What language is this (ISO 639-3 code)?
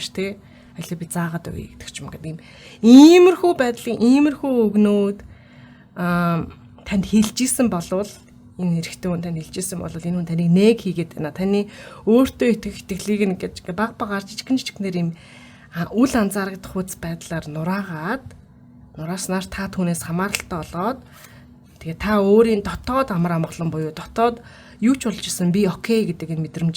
mon